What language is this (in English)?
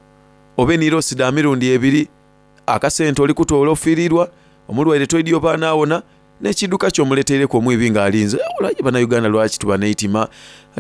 Soga